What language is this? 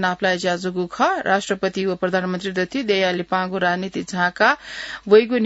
Newari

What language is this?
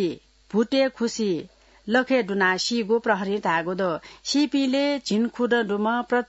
Newari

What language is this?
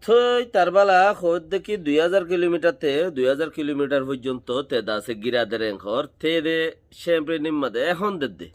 Rohingya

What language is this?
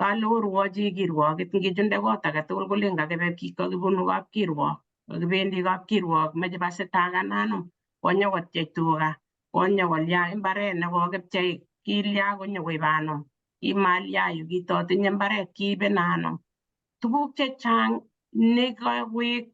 Kalenjin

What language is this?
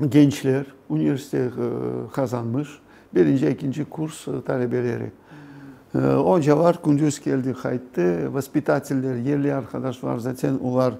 Crimean Tatar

